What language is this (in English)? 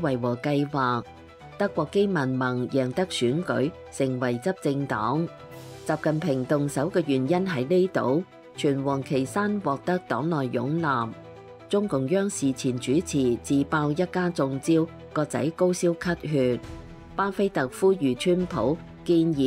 Cantonese